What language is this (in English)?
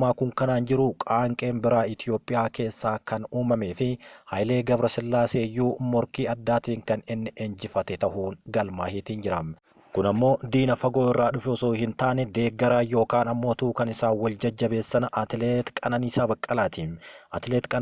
Oromo